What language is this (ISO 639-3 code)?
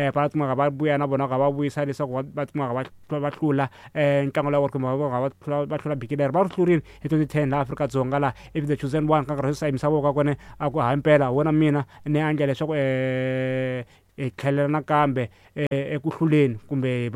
tso